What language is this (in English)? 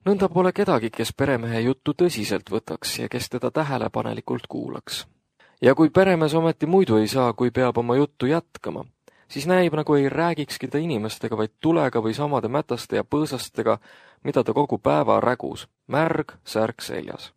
Estonian